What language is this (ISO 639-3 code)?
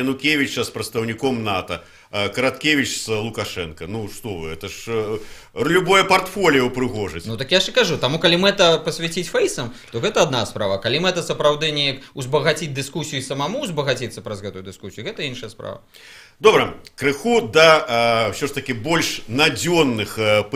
bel